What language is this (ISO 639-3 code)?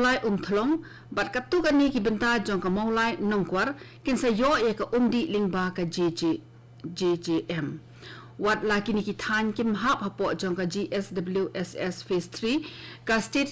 kha